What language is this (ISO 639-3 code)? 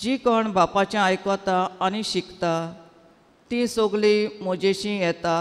kok